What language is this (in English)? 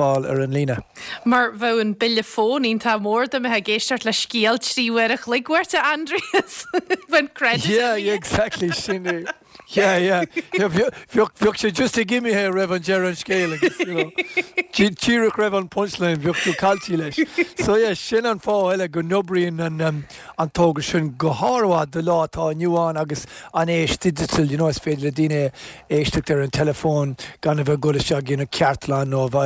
Irish